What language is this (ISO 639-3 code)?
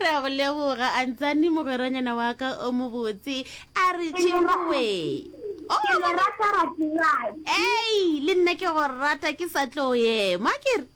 nso